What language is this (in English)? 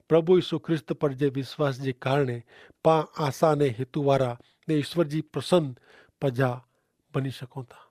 Kachhi